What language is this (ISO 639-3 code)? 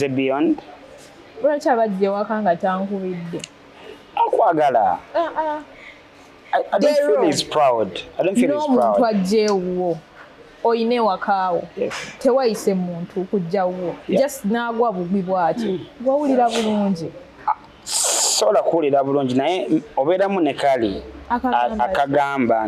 lug